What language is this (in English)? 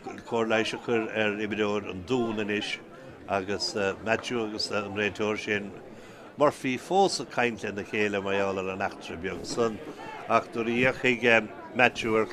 Irish